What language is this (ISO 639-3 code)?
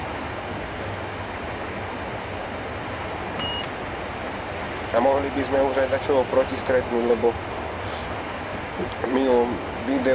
slk